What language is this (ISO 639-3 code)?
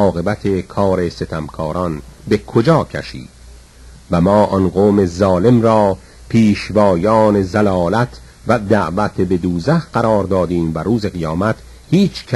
fas